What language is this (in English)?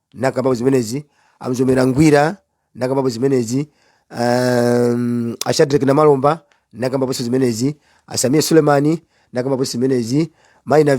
Nyanja